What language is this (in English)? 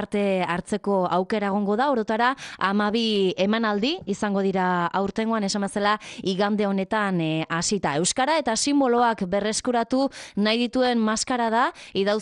Basque